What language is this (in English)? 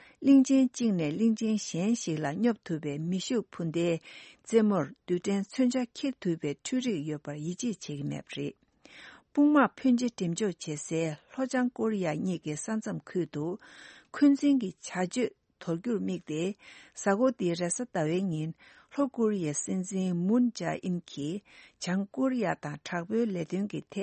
Tibetan